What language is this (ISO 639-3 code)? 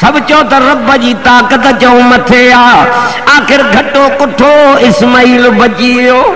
snd